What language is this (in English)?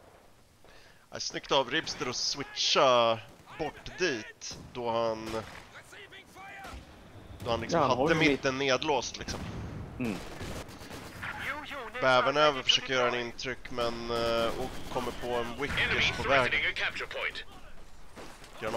Swedish